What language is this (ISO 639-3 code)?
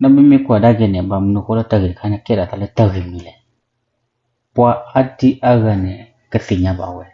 ksw